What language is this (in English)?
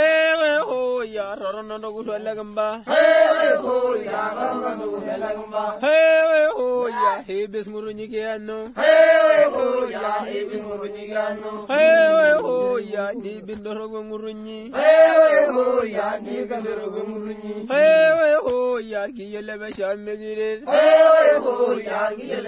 Estonian